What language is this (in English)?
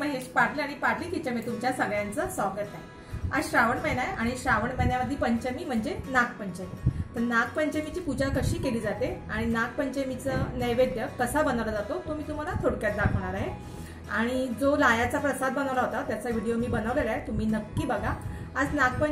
Marathi